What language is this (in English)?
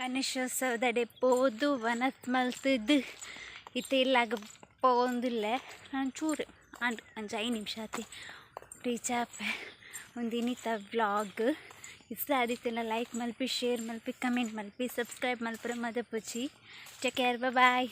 Tulu